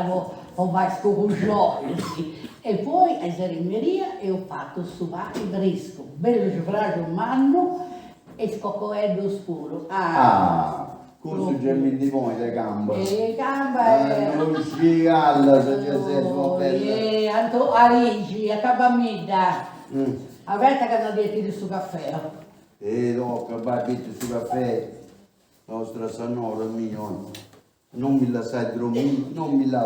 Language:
Sardinian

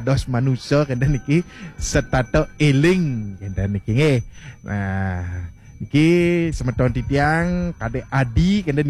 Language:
Balinese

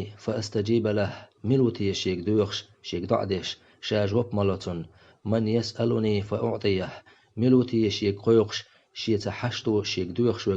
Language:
Chechen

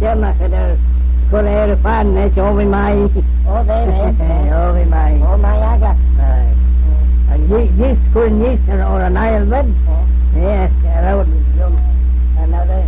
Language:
Manx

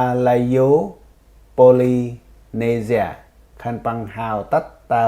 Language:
Central Mnong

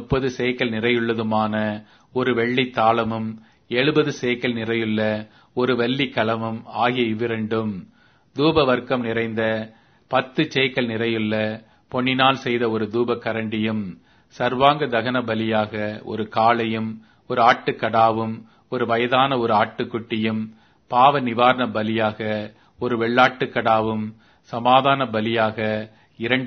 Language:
Tamil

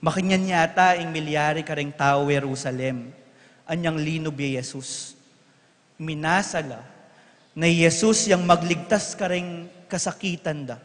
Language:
Pampanga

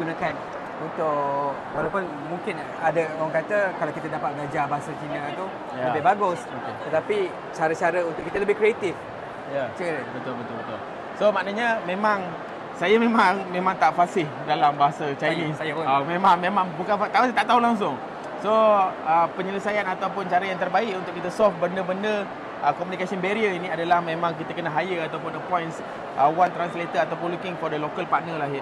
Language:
Malay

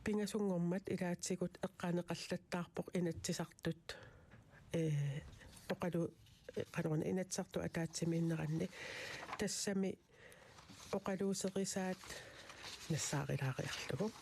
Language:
Kalaallisut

